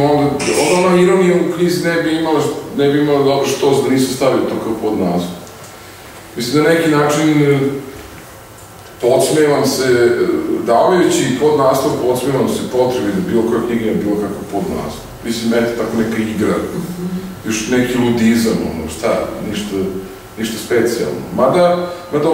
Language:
Serbian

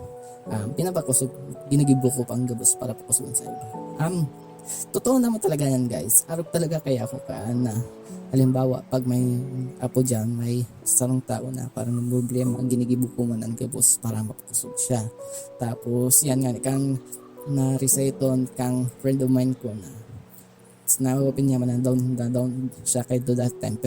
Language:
Bikol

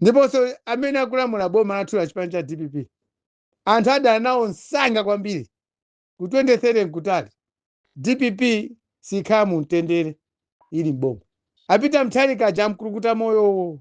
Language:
Nyanja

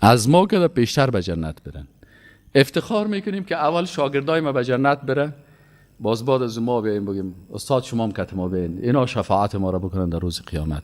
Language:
Persian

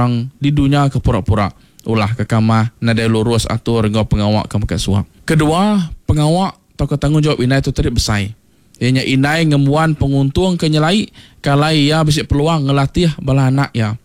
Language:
Iban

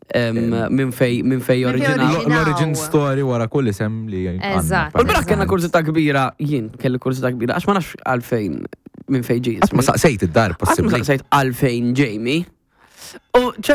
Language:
Maltese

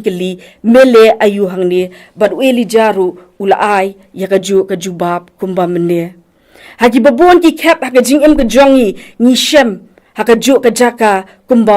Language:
Khasi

